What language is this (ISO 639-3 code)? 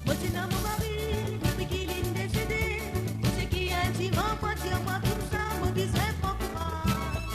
mfe